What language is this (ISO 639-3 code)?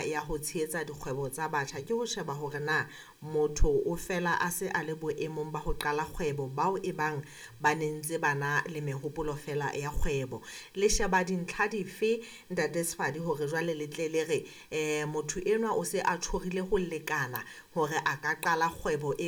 sot